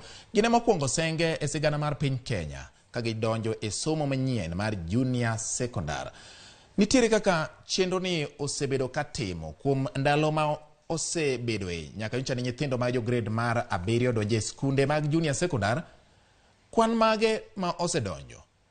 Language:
Luo (Kenya and Tanzania)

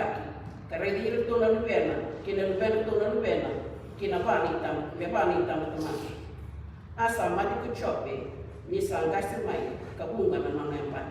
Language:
Fijian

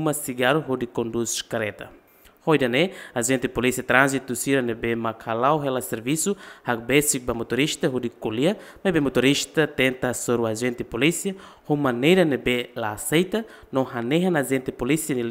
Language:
Tetum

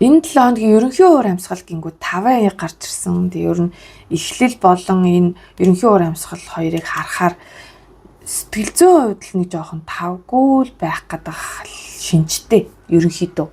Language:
Mongolian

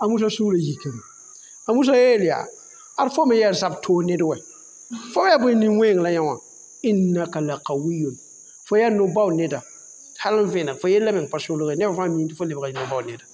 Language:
Mossi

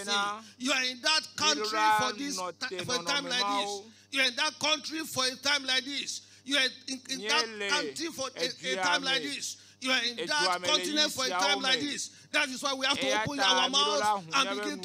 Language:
Ewe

